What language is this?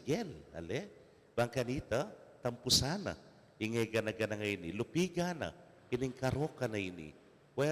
Pampanga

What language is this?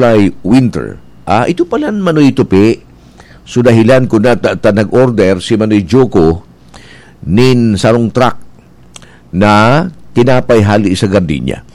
Bikol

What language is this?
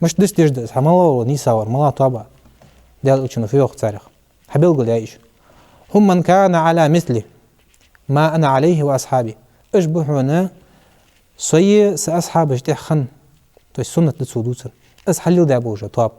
Ingush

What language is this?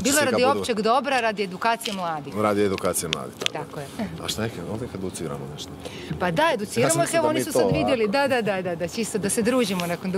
Croatian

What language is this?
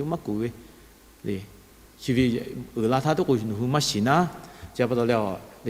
Lahu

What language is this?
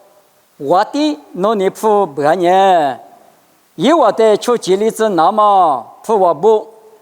Lisu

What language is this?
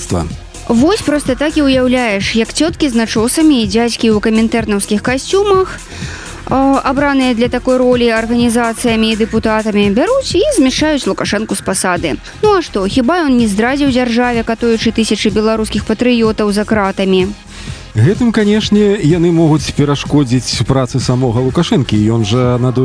Belarusian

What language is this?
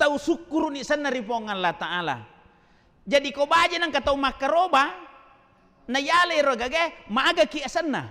Buginese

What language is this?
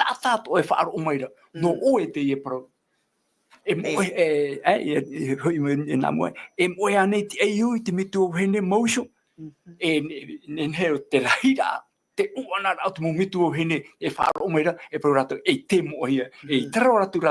Tahitian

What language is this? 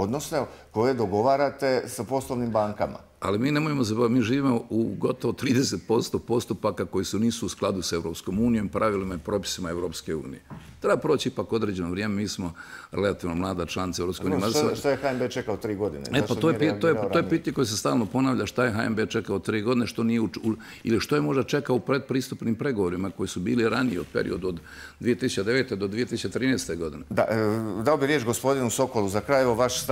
Croatian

